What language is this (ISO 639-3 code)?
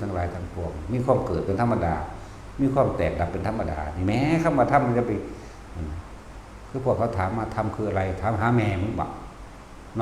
tts